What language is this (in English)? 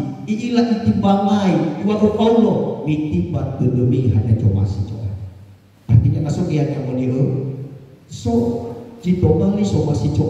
Nias